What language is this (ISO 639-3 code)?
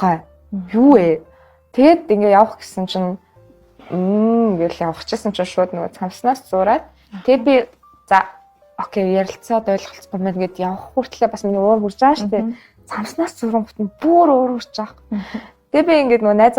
mon